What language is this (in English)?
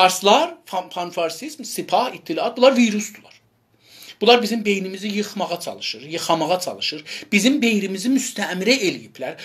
South Azerbaijani